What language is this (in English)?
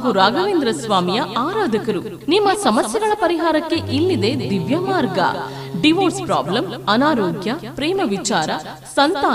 Kannada